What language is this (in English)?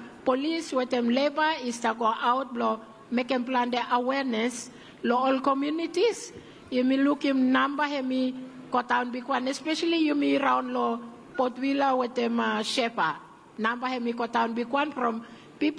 Bislama